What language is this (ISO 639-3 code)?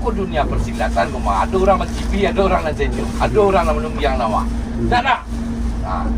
min